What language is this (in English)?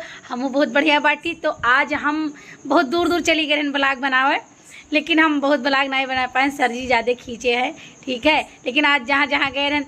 Awadhi